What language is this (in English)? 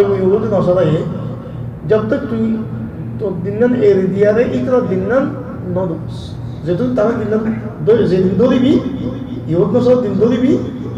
Rohingya